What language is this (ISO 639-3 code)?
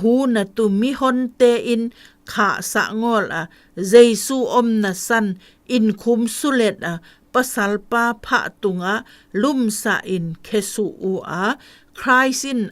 zom